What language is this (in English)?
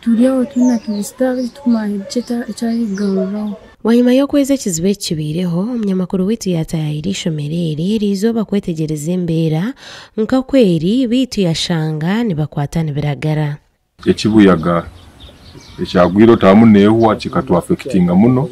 Nyankole